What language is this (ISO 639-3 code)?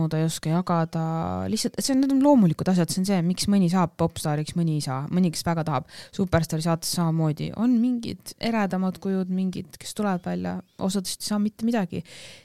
est